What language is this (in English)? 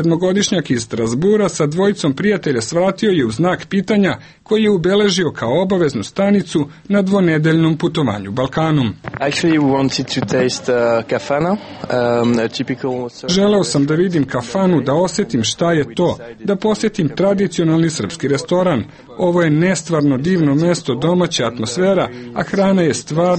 Serbian